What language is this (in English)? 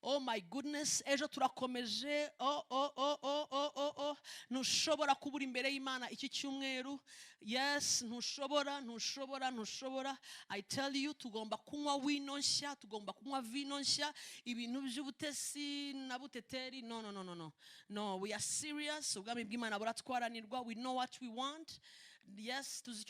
Kinyarwanda